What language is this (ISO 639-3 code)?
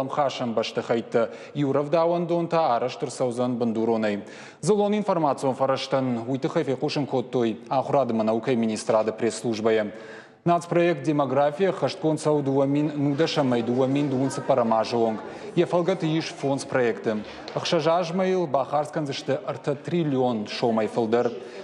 oss